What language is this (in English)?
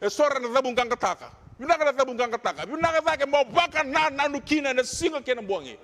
Fijian